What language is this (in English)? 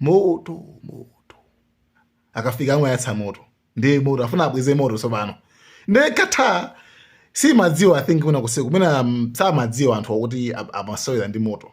Nyanja